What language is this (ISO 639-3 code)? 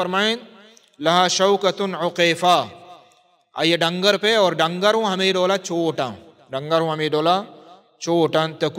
bal